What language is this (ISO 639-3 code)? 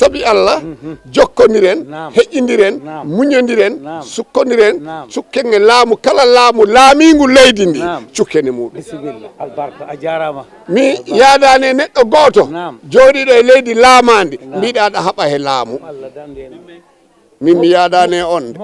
ful